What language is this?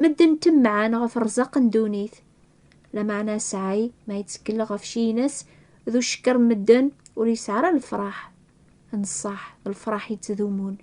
Kabyle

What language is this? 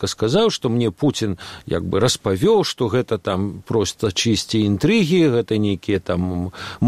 Belarusian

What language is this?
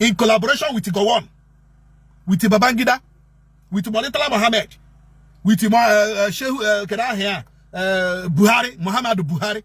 Igbo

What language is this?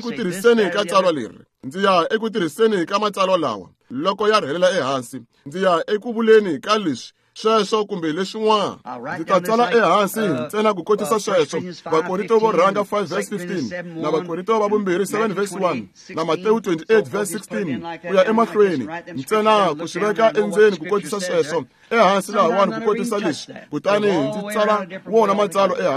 Tsonga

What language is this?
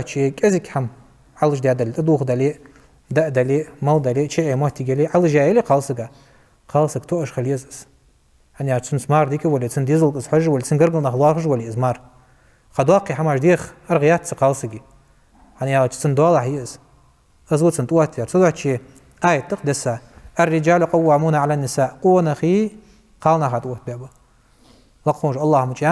Ingush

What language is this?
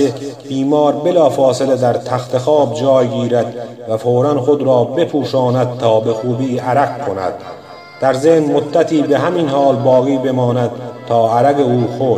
Persian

